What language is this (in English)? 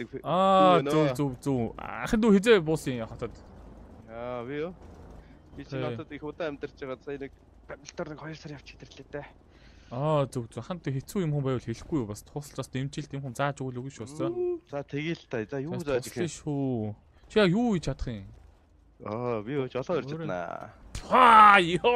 Mongolian